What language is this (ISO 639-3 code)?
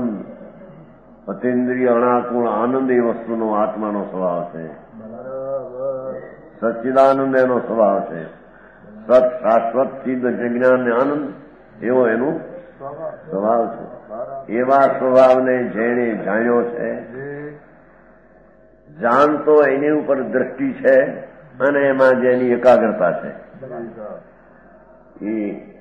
guj